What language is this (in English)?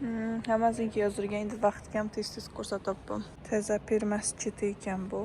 Uzbek